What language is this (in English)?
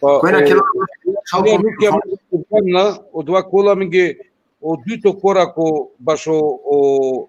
Balkan Romani